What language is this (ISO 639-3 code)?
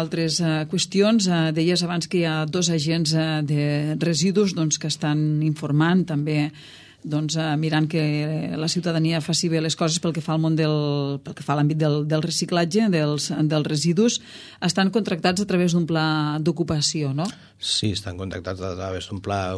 cat